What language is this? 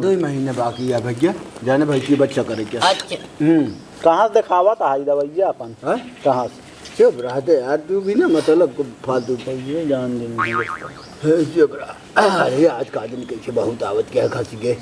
Awadhi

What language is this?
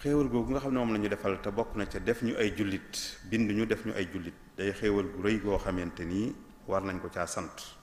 Wolof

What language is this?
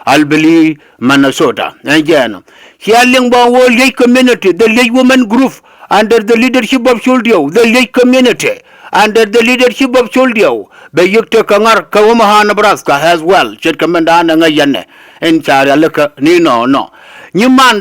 Nuer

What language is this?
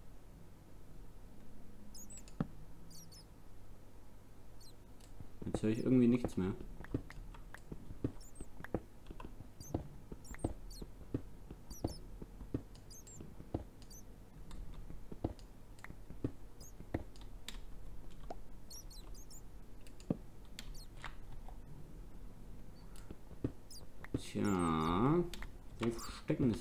German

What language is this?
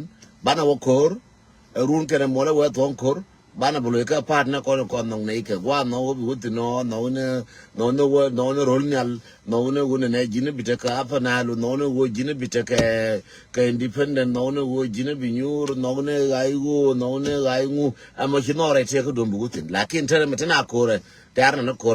Nuer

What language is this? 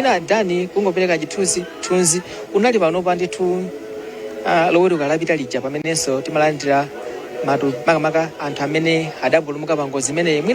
Nyanja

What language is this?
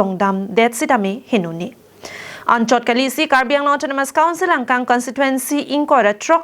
Karbi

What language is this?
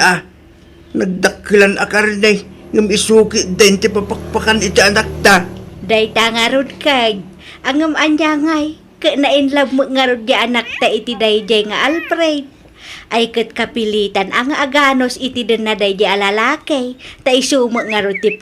Iloko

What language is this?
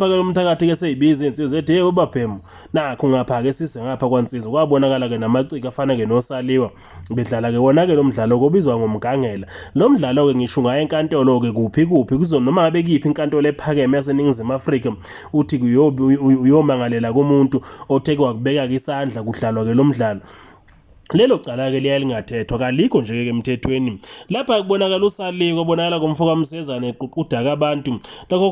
Zulu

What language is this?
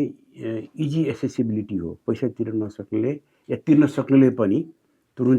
Nepali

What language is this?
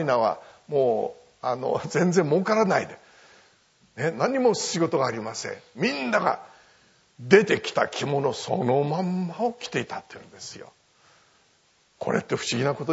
Japanese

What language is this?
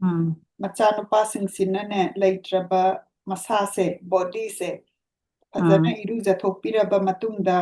Manipuri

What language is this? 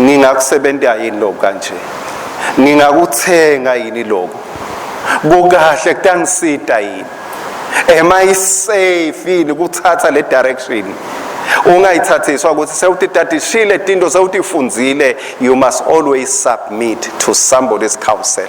Swati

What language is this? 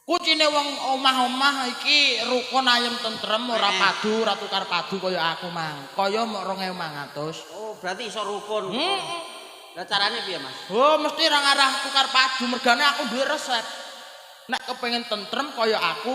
Javanese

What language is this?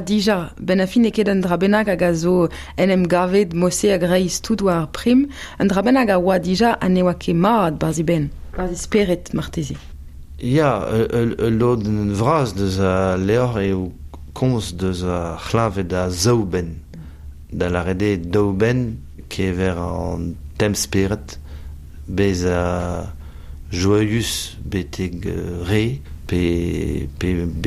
Breton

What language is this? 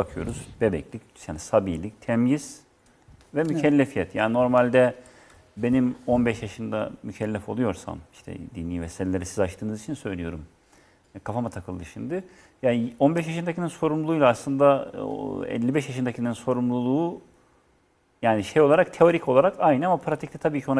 Turkish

